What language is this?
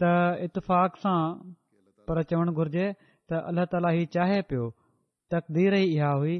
Sindhi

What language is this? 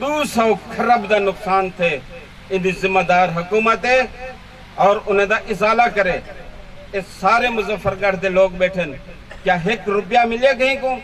Saraiki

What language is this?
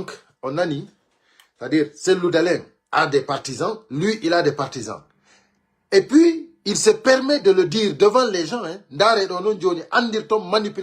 Pular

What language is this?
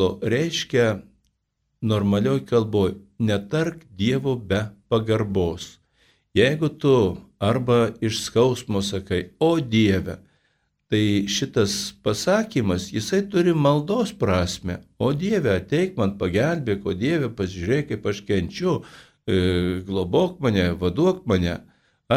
Lithuanian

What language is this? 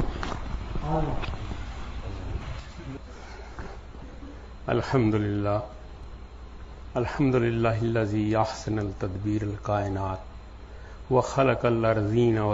Urdu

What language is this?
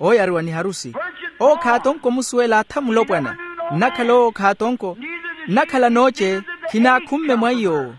Makhuwa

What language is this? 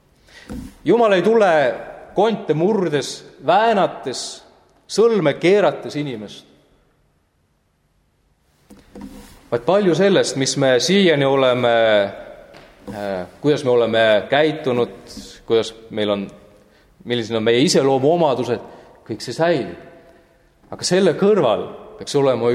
Estonian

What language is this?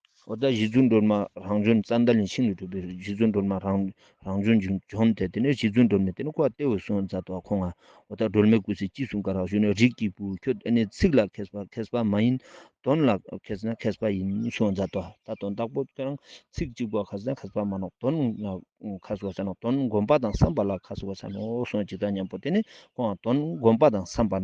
Ladakhi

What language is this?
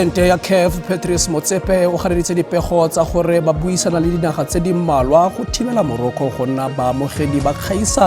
Tswana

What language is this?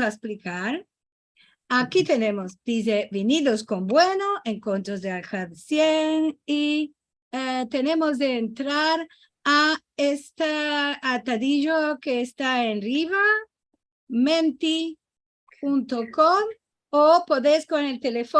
Ladino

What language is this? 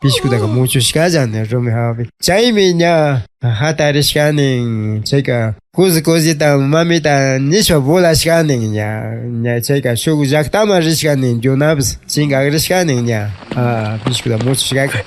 Imbabura Highland Quichua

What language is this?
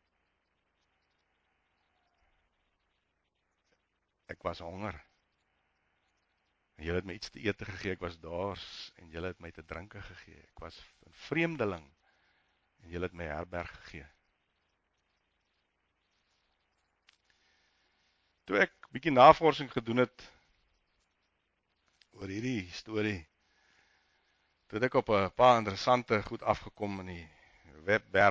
Afrikaans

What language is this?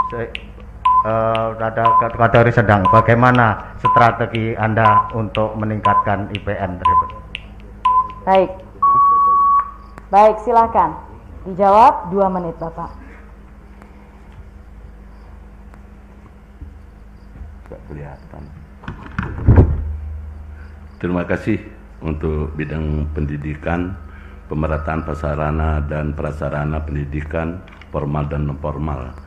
Indonesian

